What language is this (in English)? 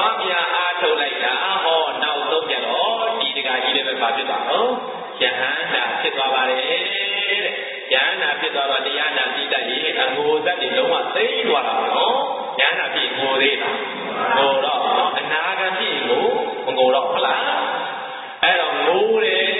Burmese